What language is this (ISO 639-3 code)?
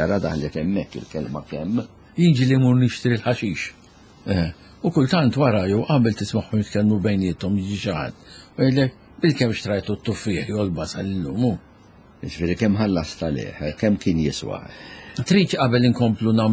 mlt